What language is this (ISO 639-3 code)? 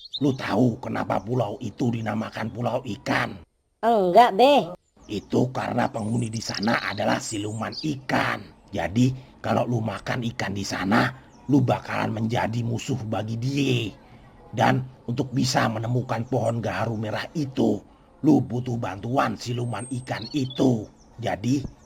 bew